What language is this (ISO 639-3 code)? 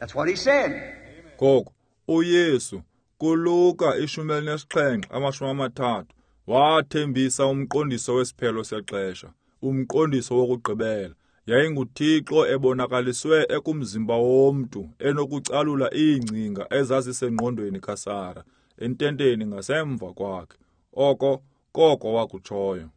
xho